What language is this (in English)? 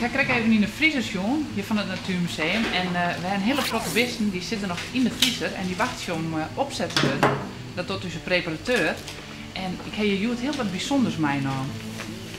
Western Frisian